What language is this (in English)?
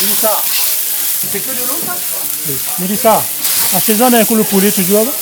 Réunion Creole French